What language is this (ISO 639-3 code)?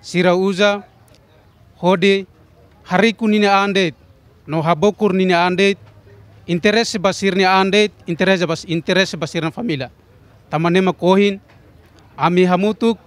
tet